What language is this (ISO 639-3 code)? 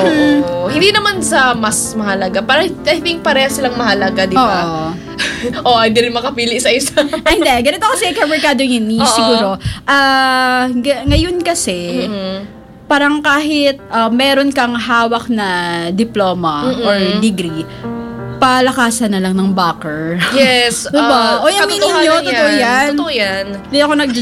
fil